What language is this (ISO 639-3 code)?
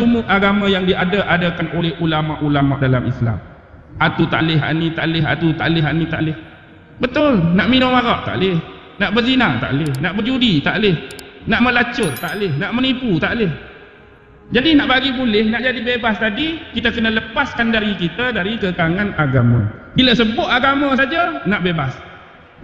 msa